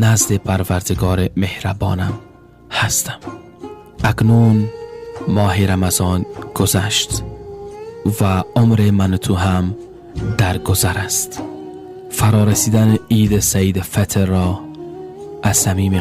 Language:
Tajik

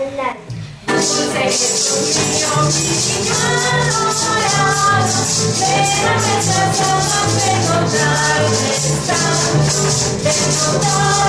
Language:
Spanish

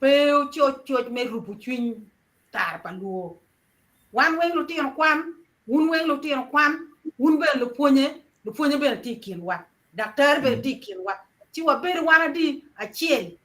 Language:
Acoli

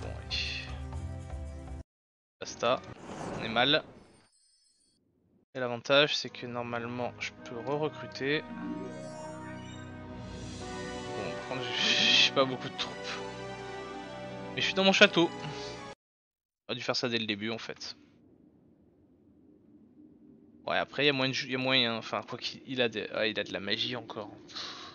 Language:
French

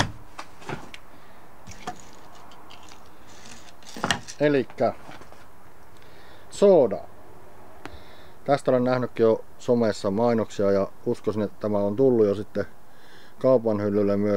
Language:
Finnish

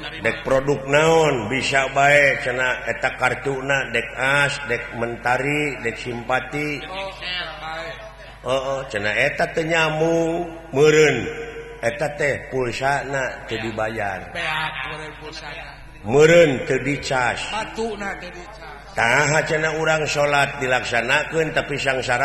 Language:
Sundanese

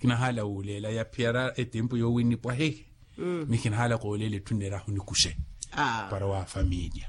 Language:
Makhuwa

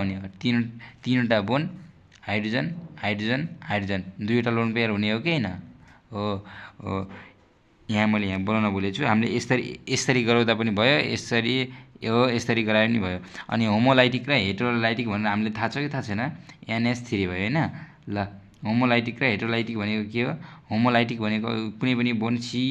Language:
Nepali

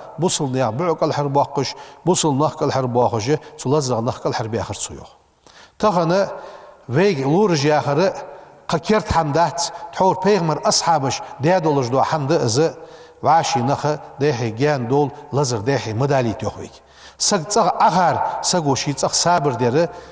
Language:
Ingush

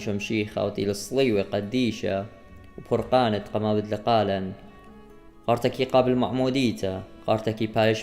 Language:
Assyrian Neo-Aramaic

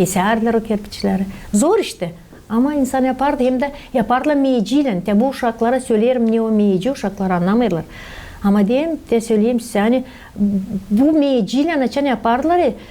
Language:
Gagauz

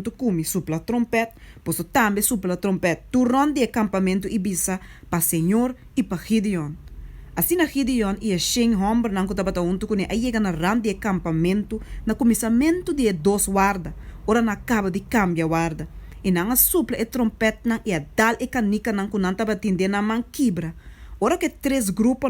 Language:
Papiamento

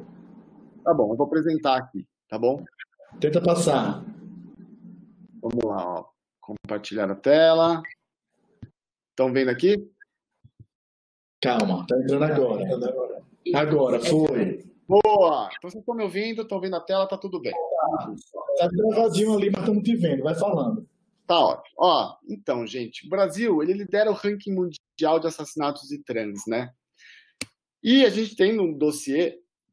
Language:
Portuguese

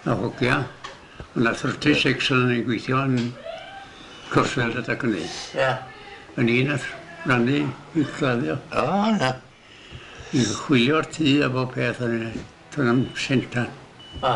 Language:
Welsh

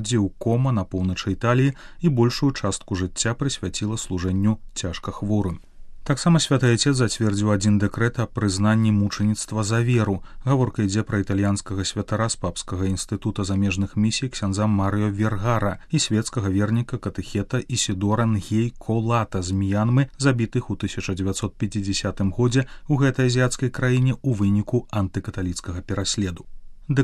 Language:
Belarusian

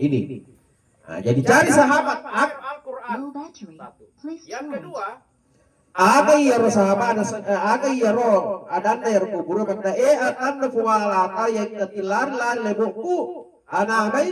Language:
Buginese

